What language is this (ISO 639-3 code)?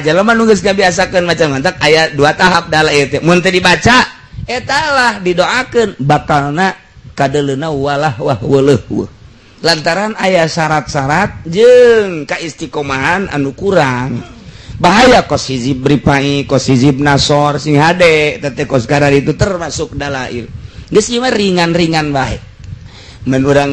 sun